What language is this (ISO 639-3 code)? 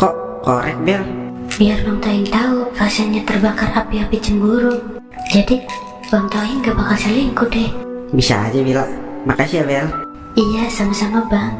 bew